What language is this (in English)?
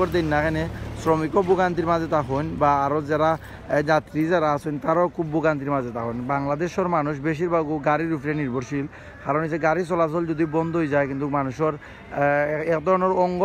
Sylheti